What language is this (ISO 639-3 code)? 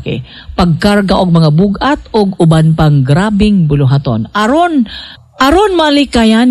ceb